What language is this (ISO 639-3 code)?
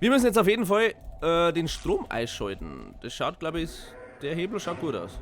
bar